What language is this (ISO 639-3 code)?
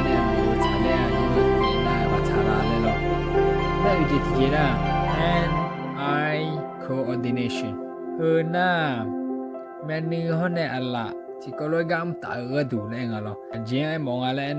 ahk